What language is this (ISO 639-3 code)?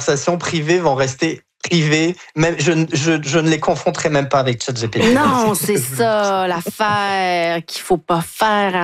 fra